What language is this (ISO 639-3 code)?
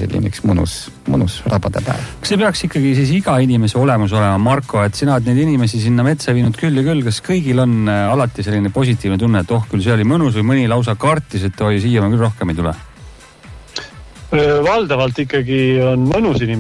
est